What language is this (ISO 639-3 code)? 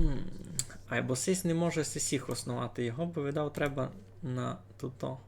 rue